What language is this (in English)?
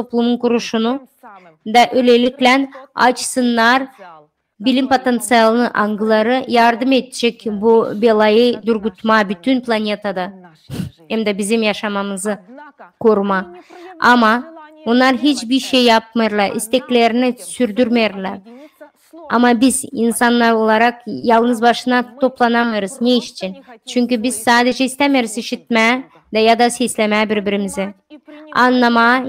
Gagauz